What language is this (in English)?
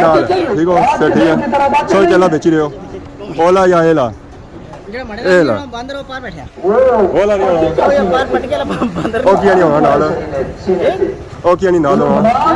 Pahari-Potwari